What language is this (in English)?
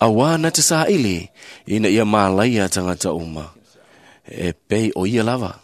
Samoan